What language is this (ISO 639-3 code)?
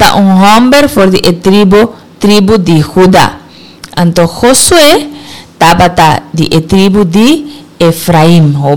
pap